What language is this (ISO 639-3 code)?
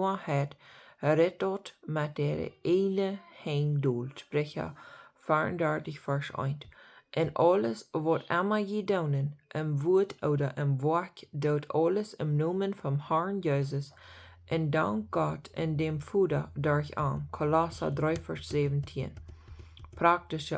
pdt